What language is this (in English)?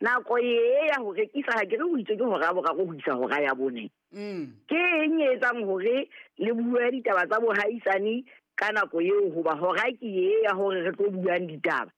Southern Sotho